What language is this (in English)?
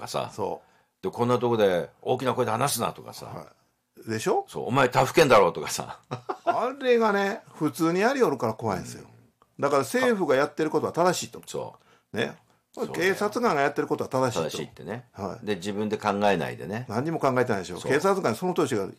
Japanese